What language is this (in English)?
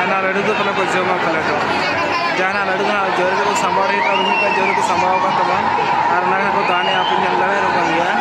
Santali